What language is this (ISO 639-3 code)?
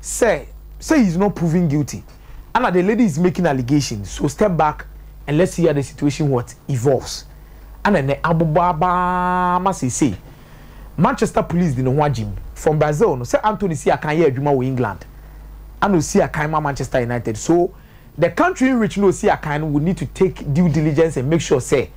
aka